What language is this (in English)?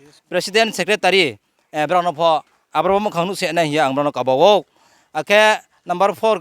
Riang (India)